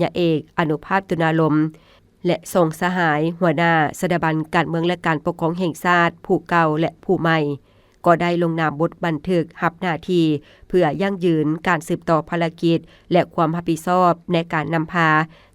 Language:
Lao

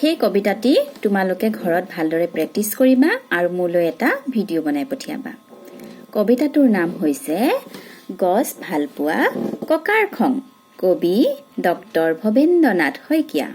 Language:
Assamese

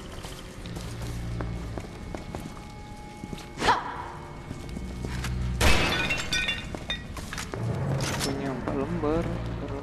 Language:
Indonesian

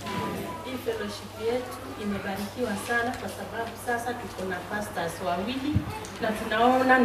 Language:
Swahili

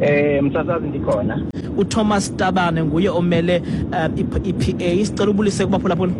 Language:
Xhosa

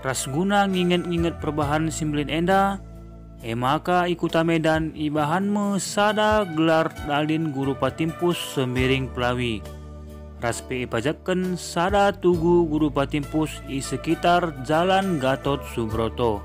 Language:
Batak Karo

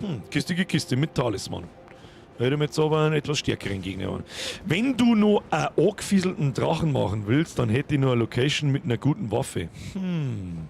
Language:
Bavarian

